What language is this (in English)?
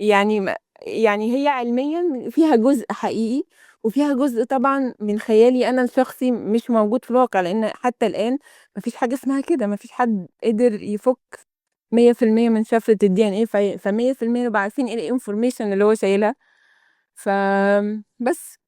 Egyptian Arabic